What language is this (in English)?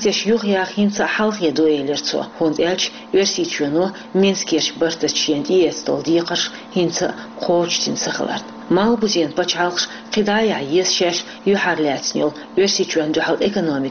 Chechen